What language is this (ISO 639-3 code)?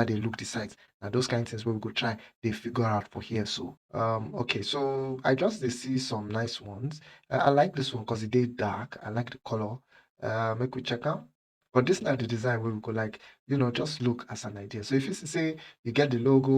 pcm